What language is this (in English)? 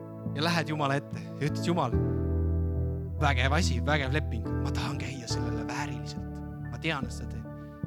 Estonian